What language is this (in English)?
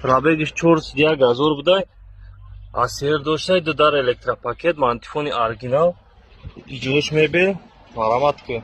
Tajik